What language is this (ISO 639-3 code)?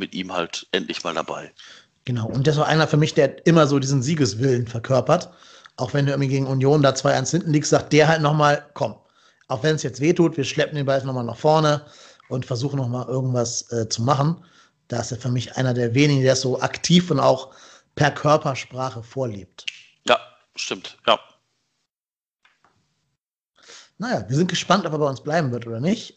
deu